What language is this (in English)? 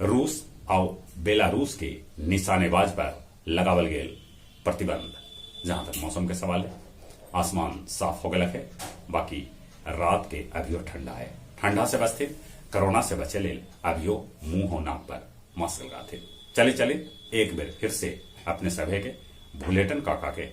Magahi